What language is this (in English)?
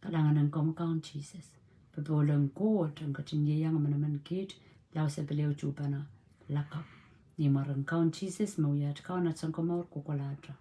Pohnpeian